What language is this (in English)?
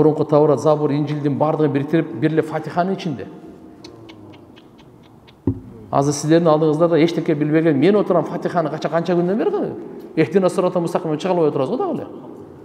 Kyrgyz